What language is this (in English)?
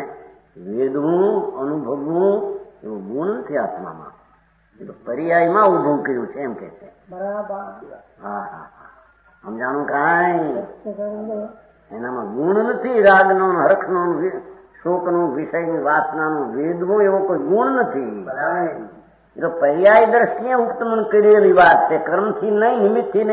Gujarati